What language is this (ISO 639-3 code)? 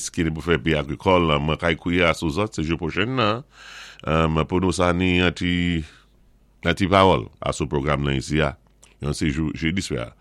acf